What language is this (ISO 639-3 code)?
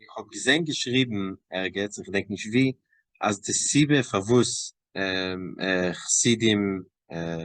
yid